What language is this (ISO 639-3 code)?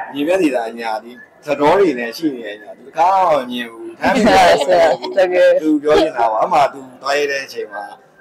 mya